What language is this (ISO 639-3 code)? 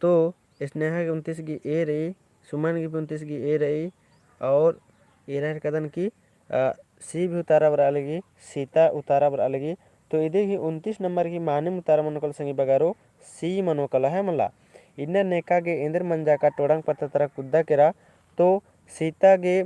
kru